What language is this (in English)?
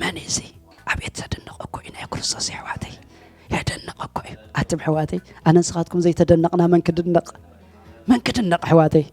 Tigrinya